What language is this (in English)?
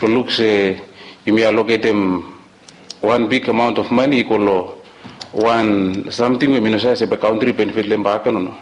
Bislama